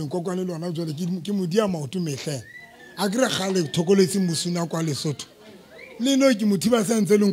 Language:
Southern Sotho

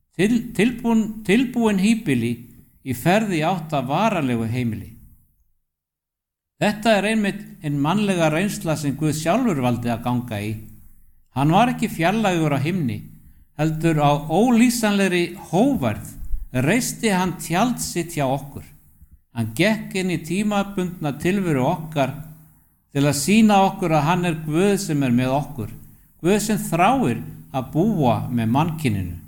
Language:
Icelandic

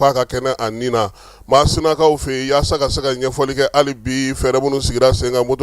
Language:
Bambara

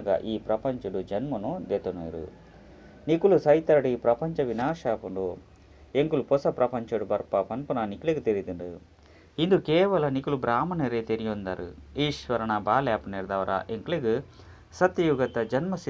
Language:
Tulu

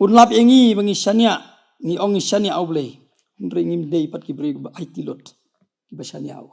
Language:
Khasi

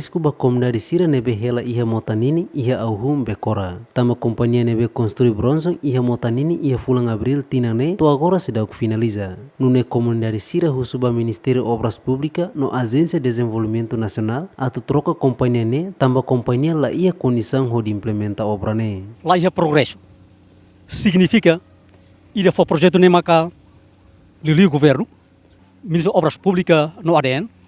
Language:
Tetum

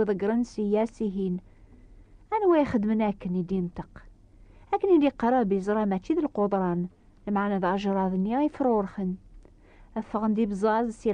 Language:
Kabyle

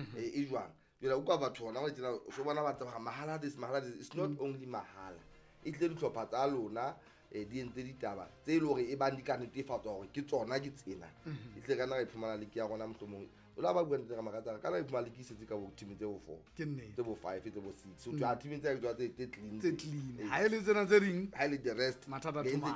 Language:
Southern Sotho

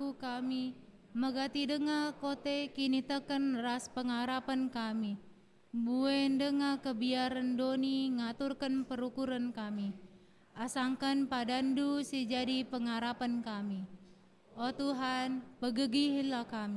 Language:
Batak Karo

